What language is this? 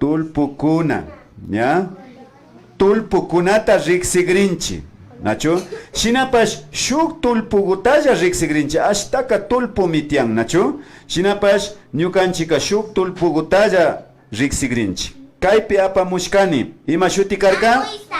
Imbabura Highland Quichua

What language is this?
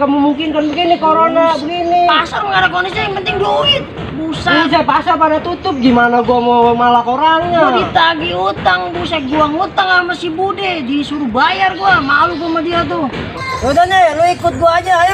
Betawi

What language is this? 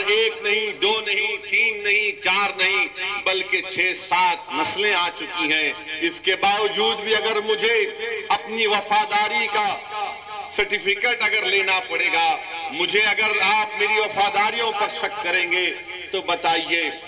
Urdu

